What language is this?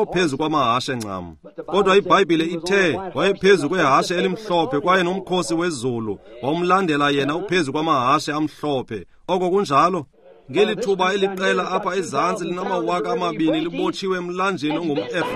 Xhosa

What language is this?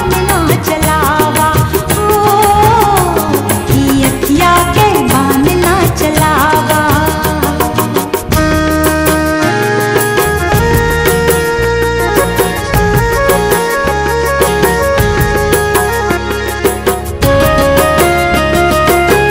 Bhojpuri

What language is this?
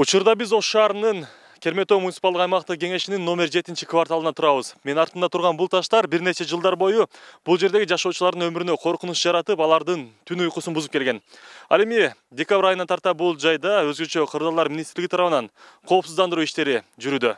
Kyrgyz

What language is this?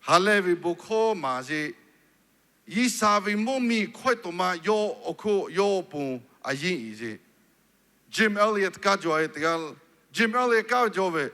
Lahu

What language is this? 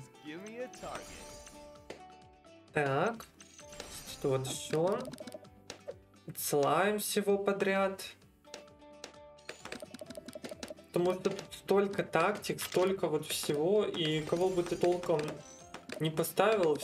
Russian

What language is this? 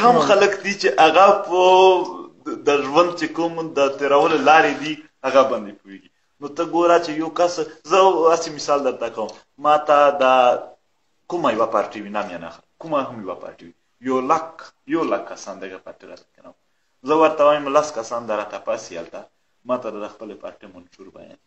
Pashto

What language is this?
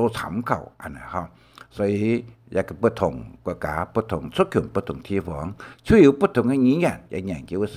Hakka Chinese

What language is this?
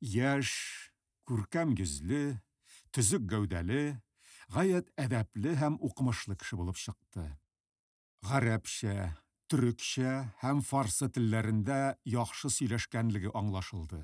Tatar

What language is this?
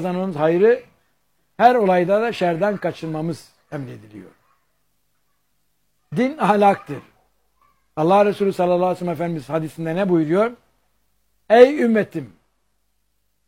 Turkish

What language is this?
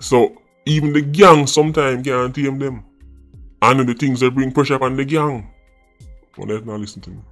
Jamaican Creole English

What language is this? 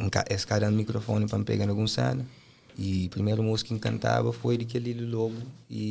Kabuverdianu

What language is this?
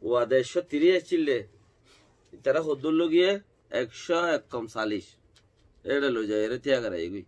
Rohingya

